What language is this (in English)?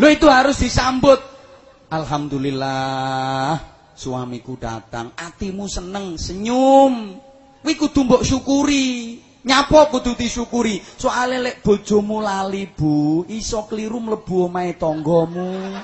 Javanese